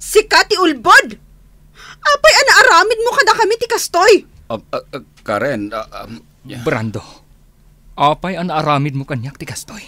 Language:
Iloko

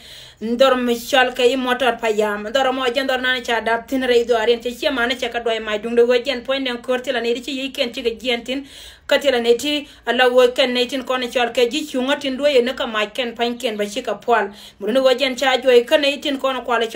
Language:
Nuer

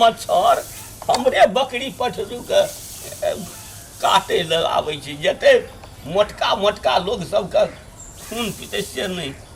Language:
Maithili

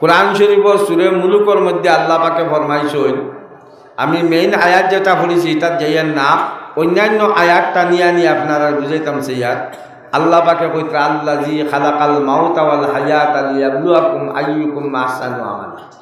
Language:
Sylheti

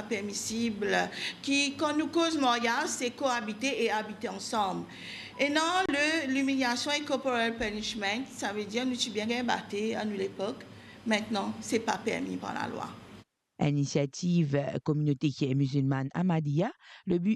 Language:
Morisyen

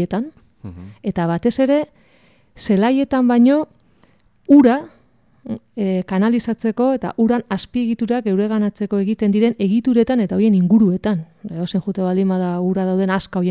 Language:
Basque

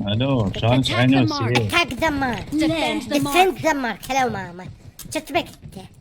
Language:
Mesopotamian Arabic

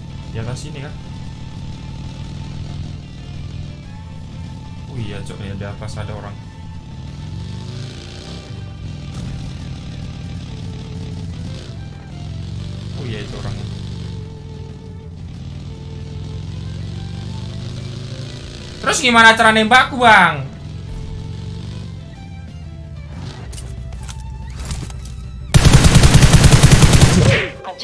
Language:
Indonesian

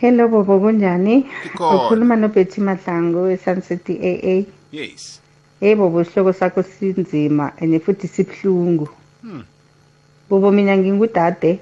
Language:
South Ndebele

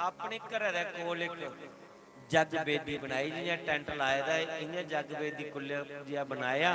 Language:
Dogri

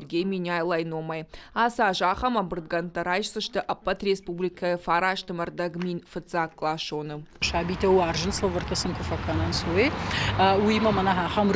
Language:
Ossetic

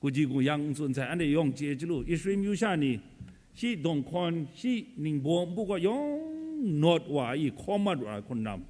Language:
Kachin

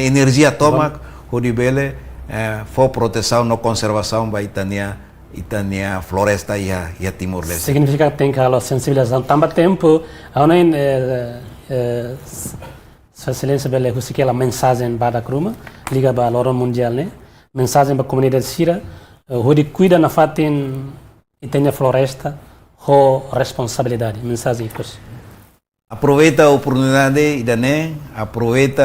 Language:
Tetum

